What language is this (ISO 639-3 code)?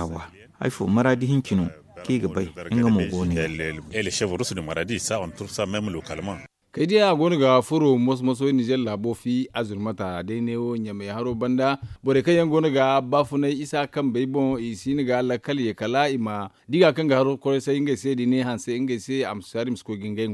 dje